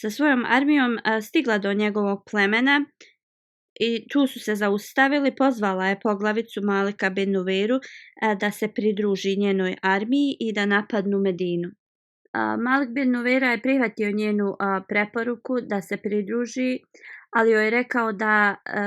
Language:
Bosnian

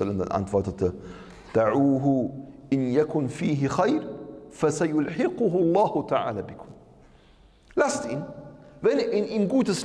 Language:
German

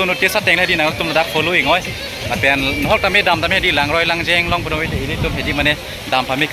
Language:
Karbi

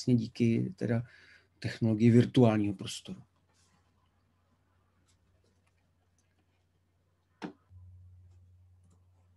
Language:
Czech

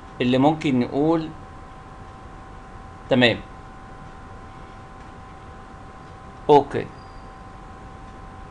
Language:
Egyptian Arabic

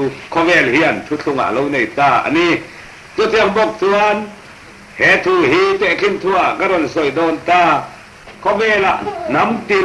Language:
Mizo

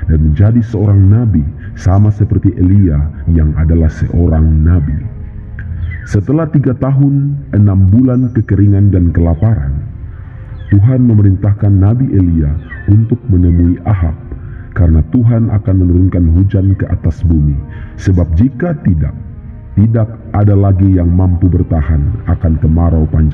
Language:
Indonesian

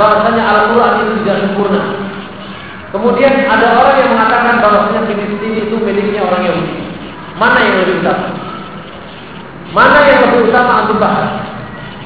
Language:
Indonesian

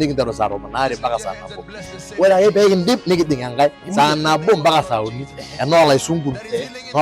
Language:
Masai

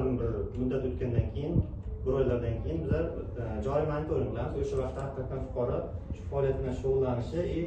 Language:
Uzbek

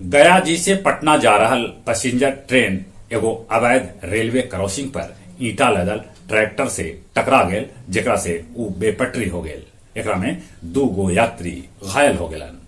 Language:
Magahi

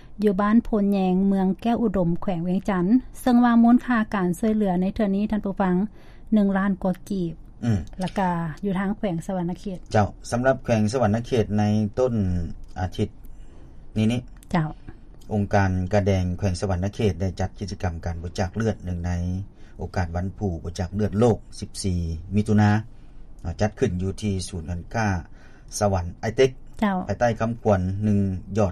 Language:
Lao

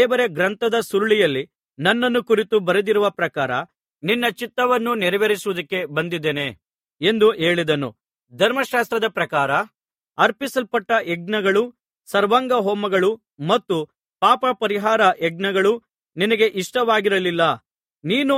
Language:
Kannada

